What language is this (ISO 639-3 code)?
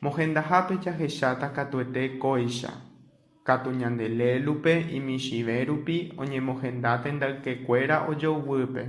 grn